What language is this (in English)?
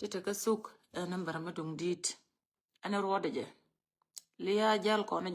Nuer